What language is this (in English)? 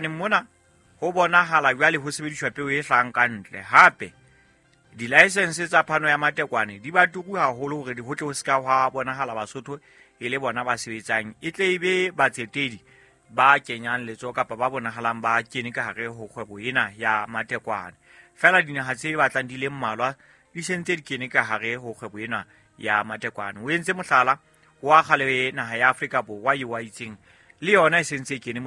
Southern Sotho